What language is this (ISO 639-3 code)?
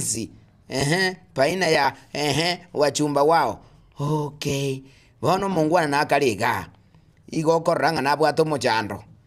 guz